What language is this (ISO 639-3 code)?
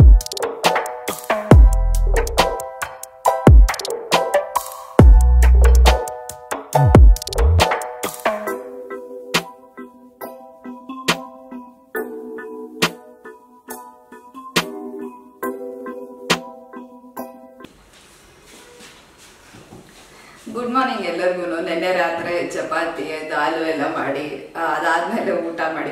kan